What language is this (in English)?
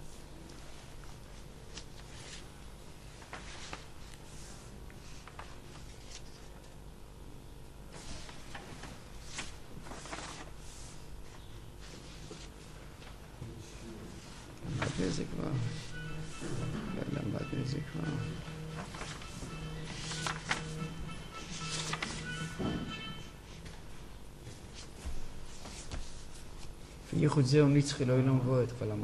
Hebrew